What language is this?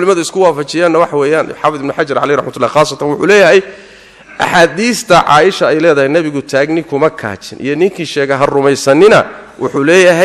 Somali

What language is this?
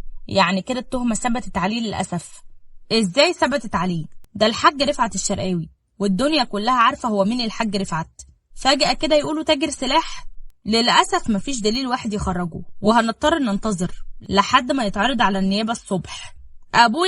Egyptian Arabic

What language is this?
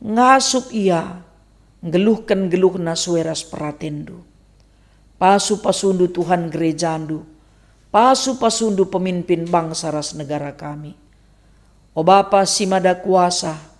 Batak Karo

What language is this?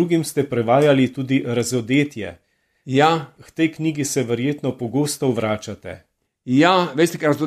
Slovenian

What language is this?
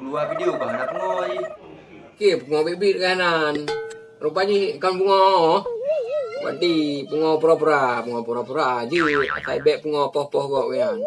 Achinese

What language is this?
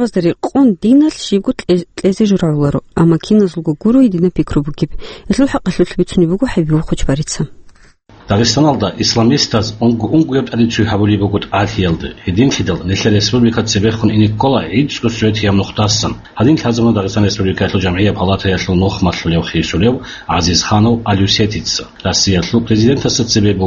Avaric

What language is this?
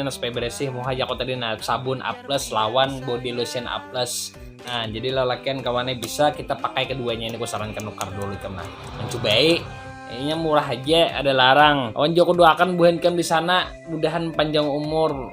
Banjar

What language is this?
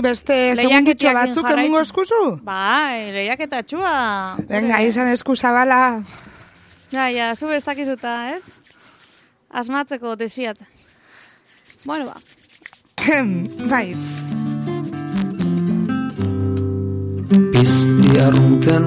Basque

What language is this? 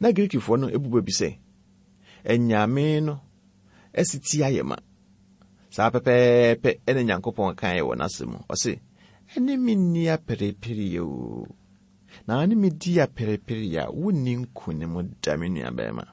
Akan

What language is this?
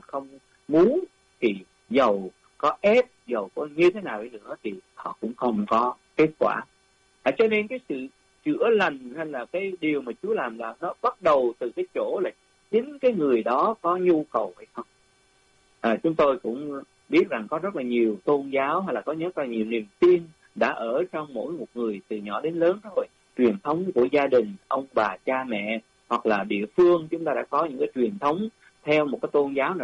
Vietnamese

